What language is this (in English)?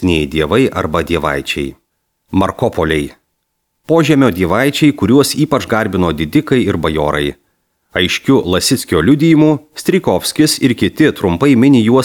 Lithuanian